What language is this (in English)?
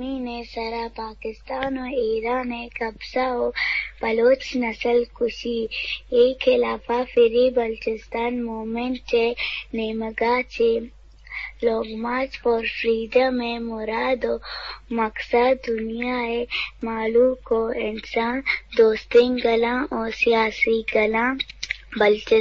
Eastern Balochi